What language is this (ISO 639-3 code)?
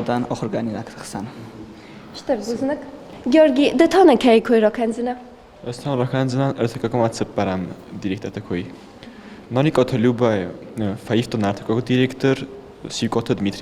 oss